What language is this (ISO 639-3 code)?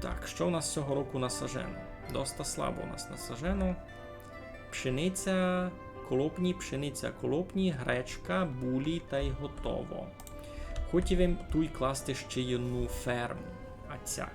rue